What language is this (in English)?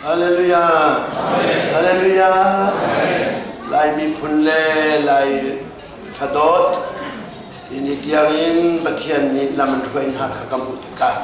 Hakha Chin